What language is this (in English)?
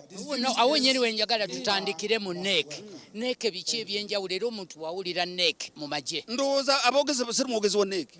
Nyankole